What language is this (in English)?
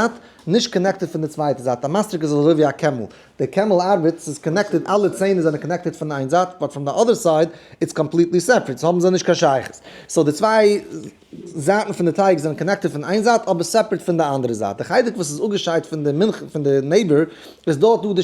Yiddish